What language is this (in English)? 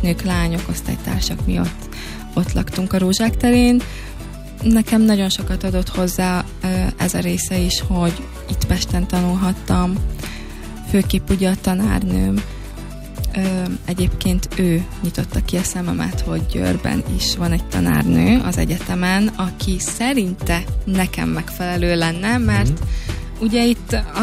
Hungarian